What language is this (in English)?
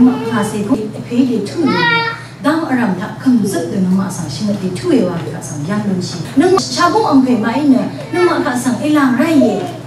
Rawang